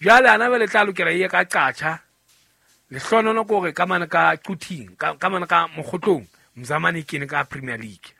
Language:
Southern Sotho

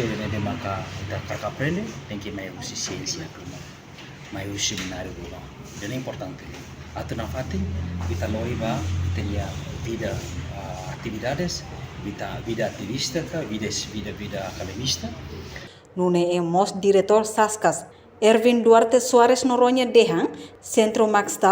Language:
Tetum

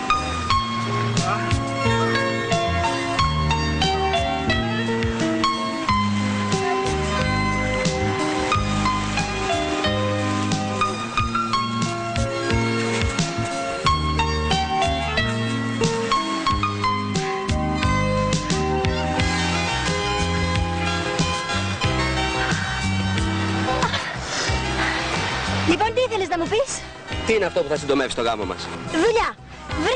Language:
Greek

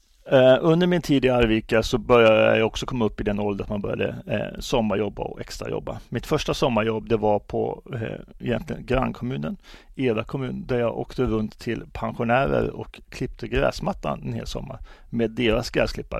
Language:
Swedish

